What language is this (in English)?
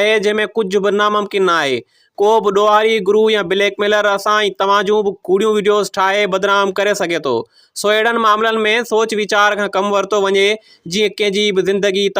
Sindhi